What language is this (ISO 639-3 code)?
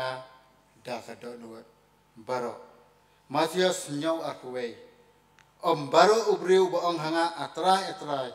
kha